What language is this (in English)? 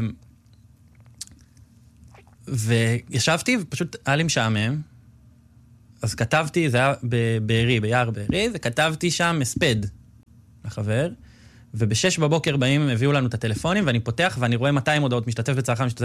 Hebrew